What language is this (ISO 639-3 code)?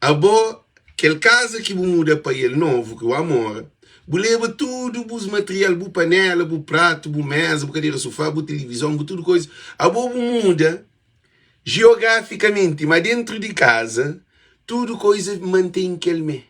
kea